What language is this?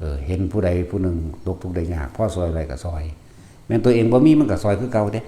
Lao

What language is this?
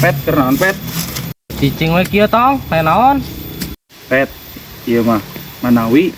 Sundanese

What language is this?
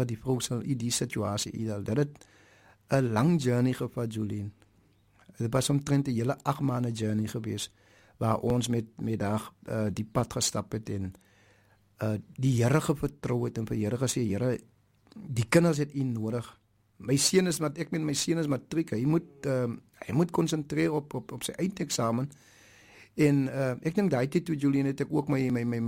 Afrikaans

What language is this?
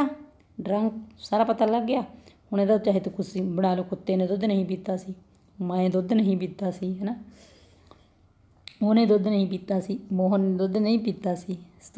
Punjabi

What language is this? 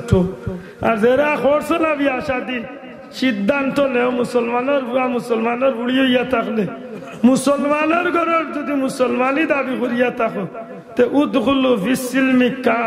Sylheti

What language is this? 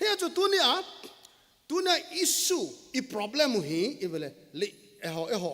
Thado Chin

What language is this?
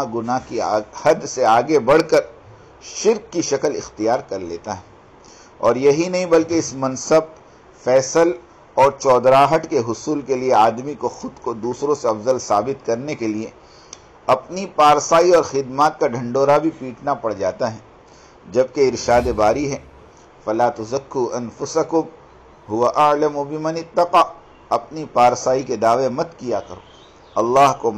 Urdu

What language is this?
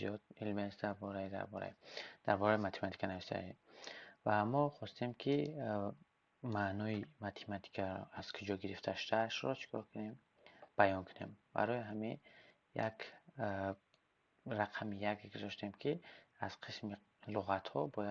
Tajik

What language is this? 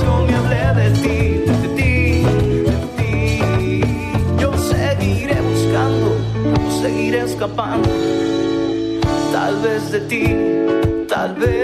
Spanish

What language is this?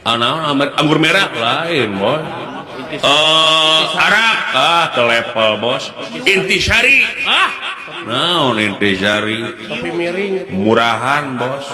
Sundanese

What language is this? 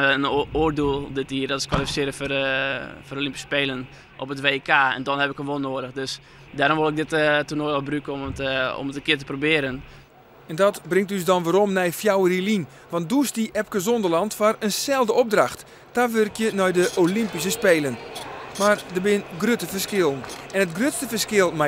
Western Frisian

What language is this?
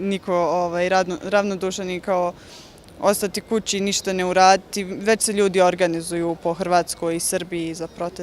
Bosnian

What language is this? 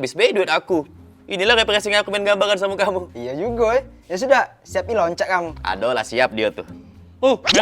Musi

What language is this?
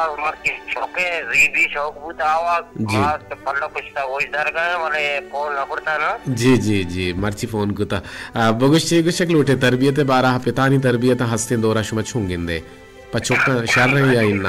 Baluchi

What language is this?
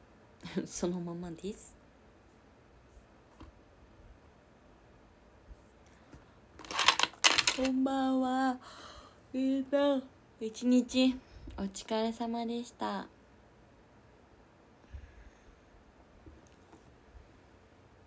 Japanese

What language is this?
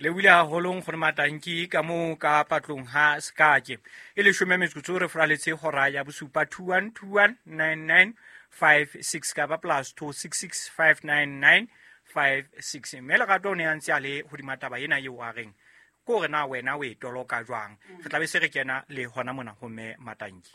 Southern Sotho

